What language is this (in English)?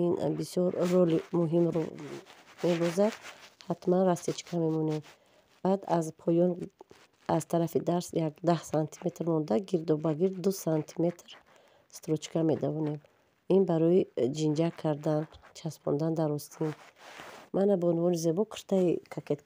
Tajik